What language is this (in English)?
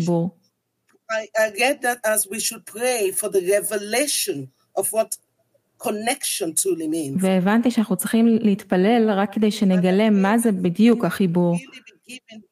Hebrew